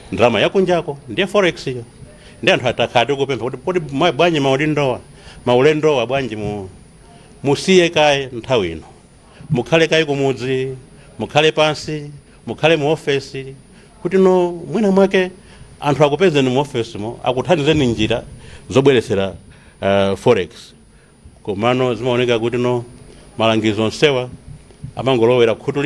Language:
Nyanja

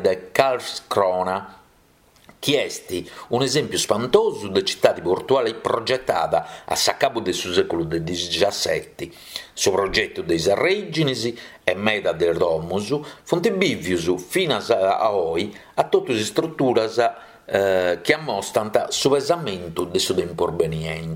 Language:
Sardinian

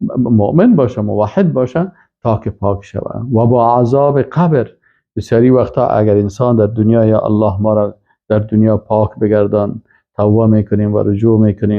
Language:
Persian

